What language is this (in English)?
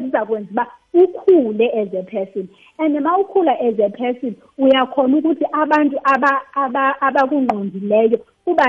Xhosa